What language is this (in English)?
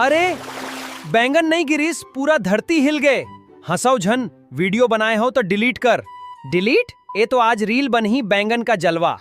Chhattisgarhi